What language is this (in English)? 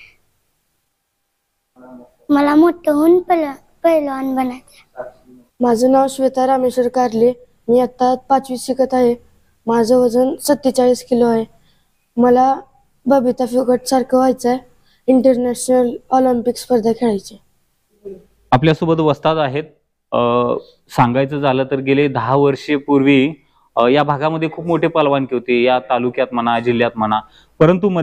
Marathi